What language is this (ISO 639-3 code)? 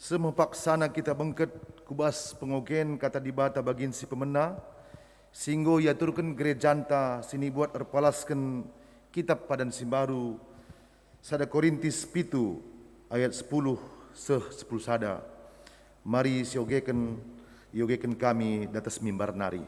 btx